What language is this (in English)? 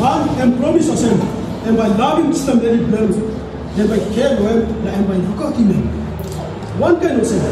Tok Pisin